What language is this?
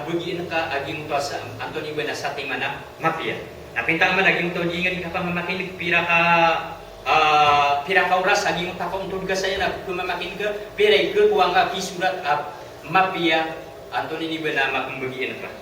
Maranao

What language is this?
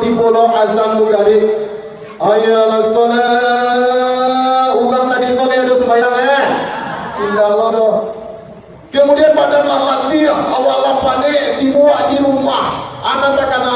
Minangkabau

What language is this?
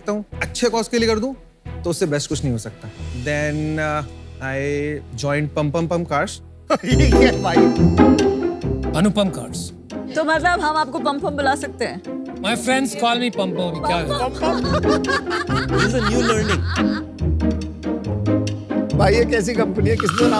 Hindi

